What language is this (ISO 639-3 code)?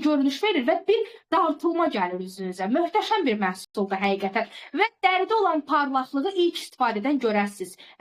aze